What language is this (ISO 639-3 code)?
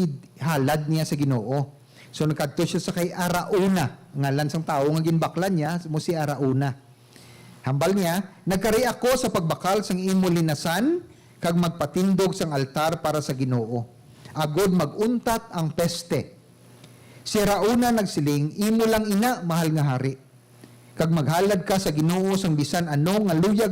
hil